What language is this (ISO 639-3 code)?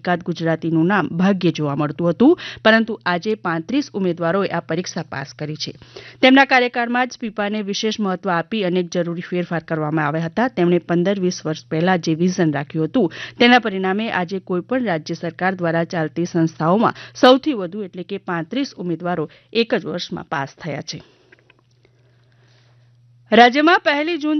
guj